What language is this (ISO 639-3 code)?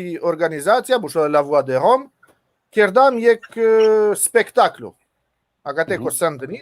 rmn